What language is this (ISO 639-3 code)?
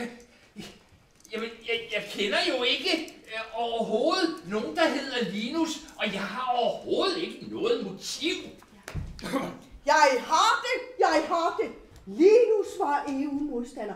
dan